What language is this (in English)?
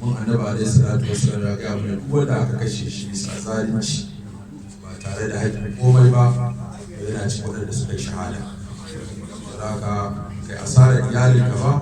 Hausa